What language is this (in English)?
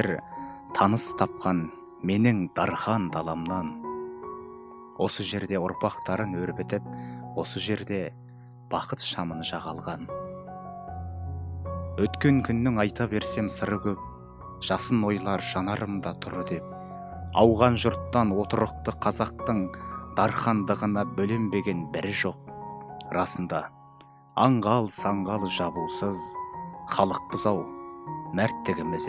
Kazakh